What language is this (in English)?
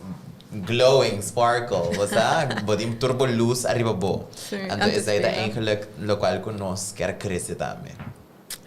Papiamento